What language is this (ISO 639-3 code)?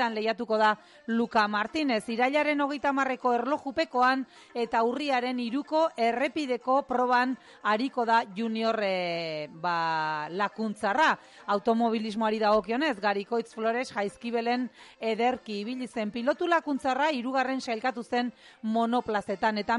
eus